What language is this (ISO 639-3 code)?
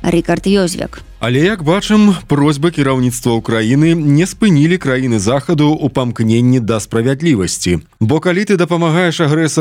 bel